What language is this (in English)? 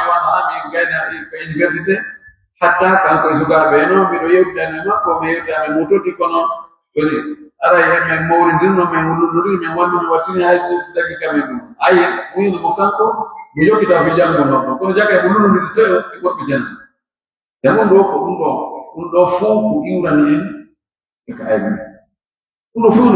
Pular